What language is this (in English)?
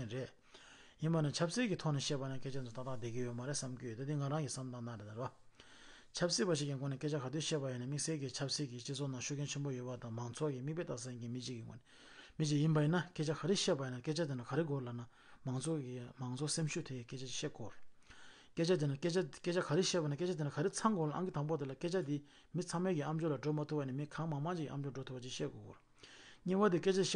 Tibetan